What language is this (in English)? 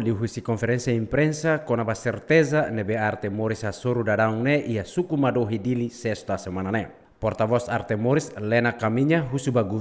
Tetum